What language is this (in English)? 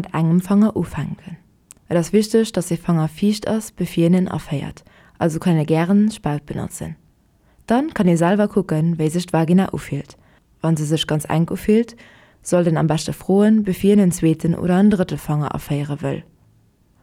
Luxembourgish